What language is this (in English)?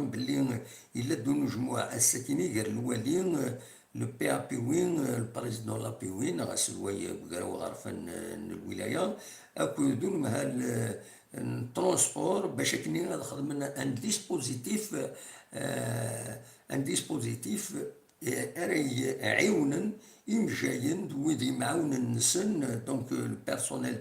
Kabyle